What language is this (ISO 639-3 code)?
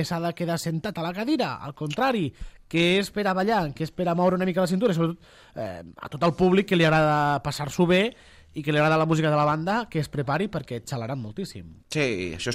cat